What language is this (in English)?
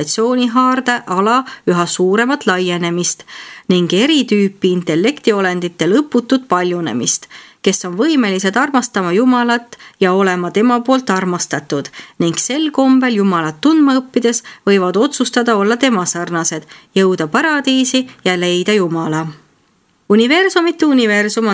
Estonian